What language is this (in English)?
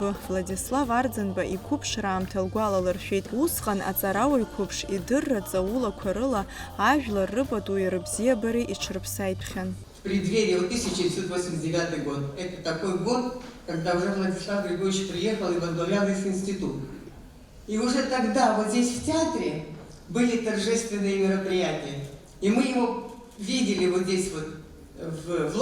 Abkhazian